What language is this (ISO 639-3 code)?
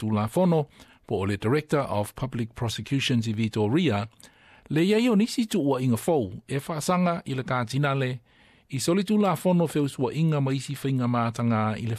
smo